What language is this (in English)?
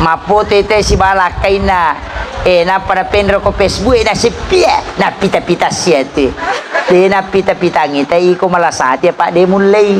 Buginese